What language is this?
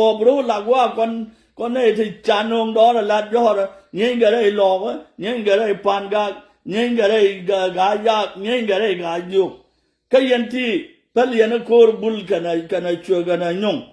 Nuer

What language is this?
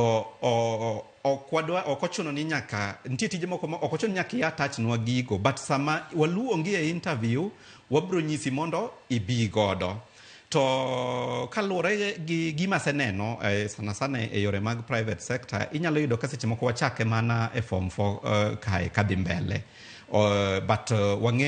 Luo (Kenya and Tanzania)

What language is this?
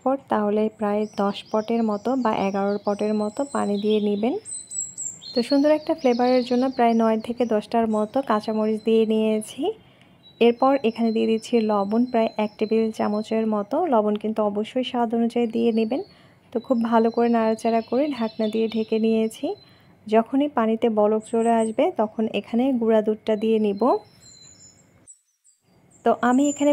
Bangla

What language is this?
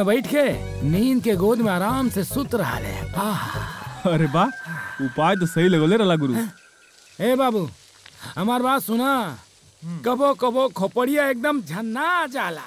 Bhojpuri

